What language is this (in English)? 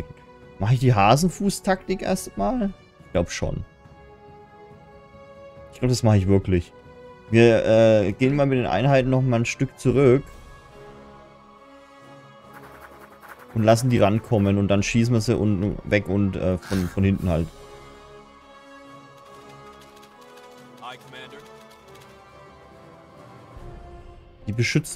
German